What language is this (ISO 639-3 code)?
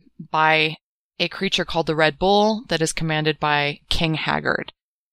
eng